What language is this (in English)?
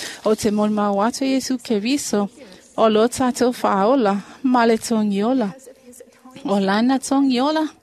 Samoan